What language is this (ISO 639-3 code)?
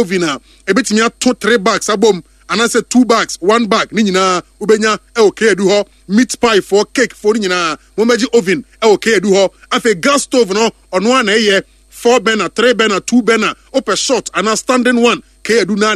aka